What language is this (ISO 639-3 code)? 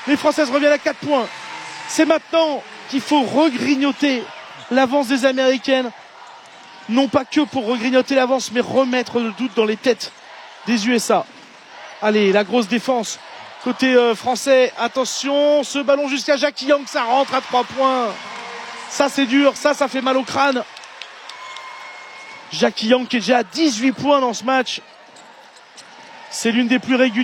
fra